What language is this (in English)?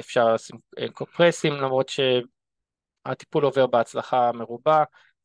Hebrew